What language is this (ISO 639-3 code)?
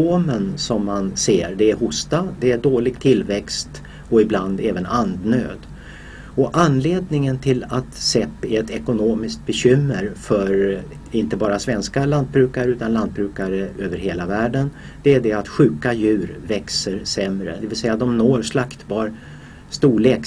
swe